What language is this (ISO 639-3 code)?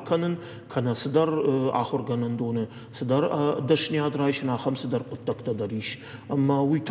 oss